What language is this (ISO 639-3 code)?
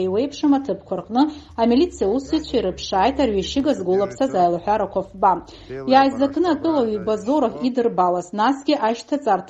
abk